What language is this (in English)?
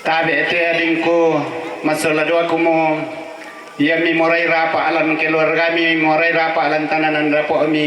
Toraja-Sa'dan